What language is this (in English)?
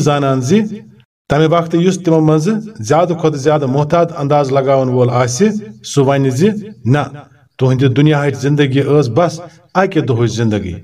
Kashmiri